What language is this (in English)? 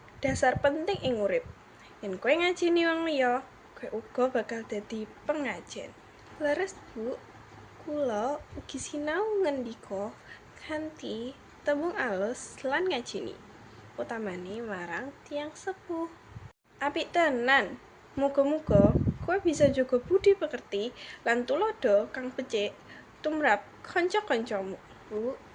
Javanese